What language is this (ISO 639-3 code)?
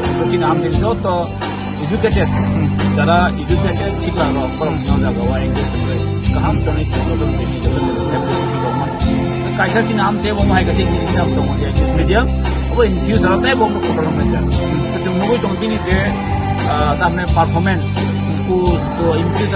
trp